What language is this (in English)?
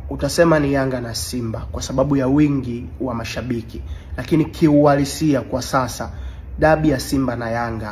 Swahili